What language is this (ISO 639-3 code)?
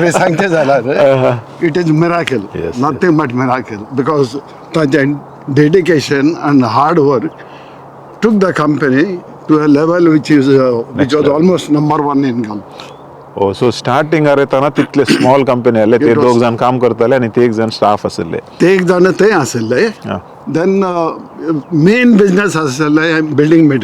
kok